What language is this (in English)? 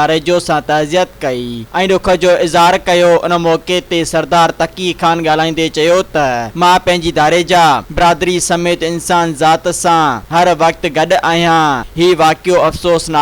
Sindhi